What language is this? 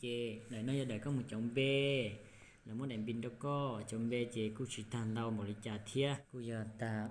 Hmong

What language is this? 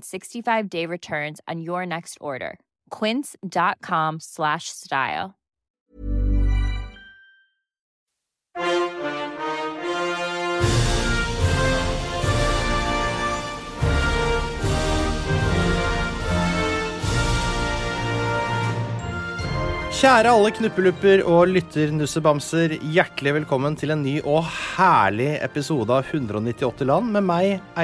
Norwegian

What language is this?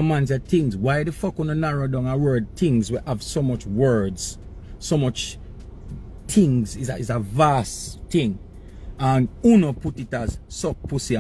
Jamaican Creole English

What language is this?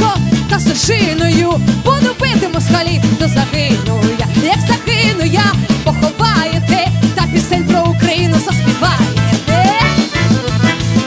Ukrainian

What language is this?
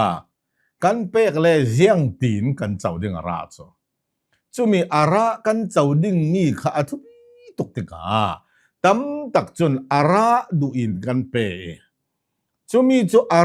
Hakha Chin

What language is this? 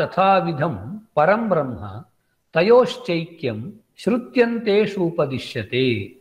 Sanskrit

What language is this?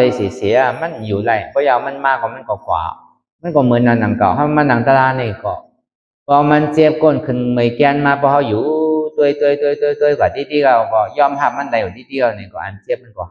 Shan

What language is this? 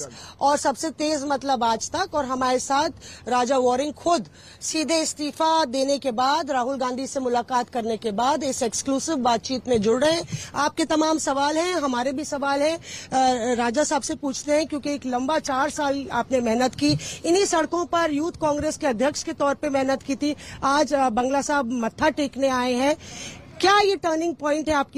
Hindi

